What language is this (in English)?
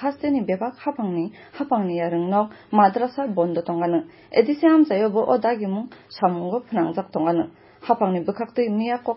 Kok Borok